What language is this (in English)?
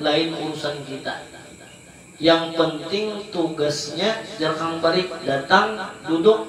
Banjar